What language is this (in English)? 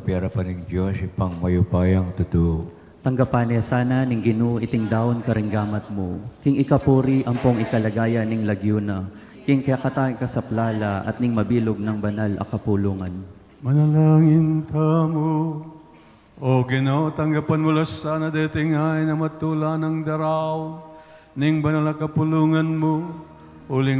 Pampanga